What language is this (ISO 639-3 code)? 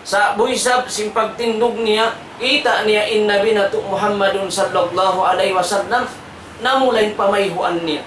tsg